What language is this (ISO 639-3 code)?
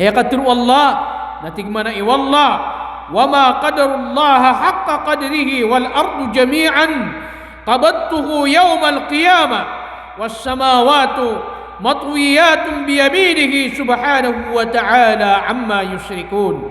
mrw